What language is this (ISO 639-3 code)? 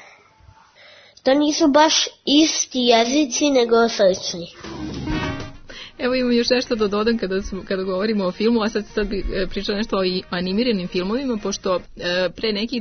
srp